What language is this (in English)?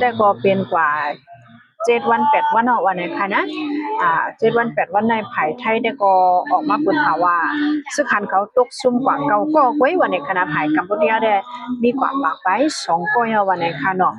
Shan